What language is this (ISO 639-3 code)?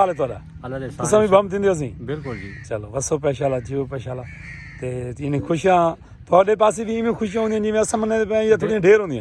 skr